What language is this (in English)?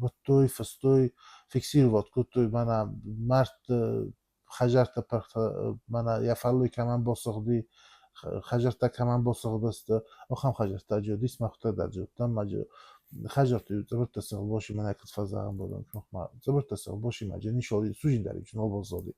Ossetic